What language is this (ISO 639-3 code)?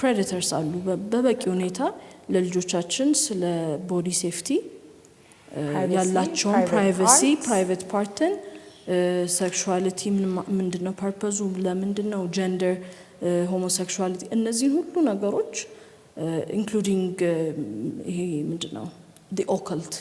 amh